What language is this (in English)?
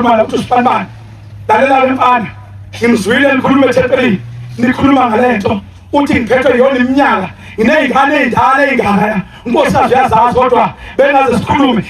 Zulu